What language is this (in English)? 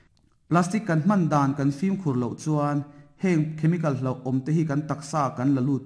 Mizo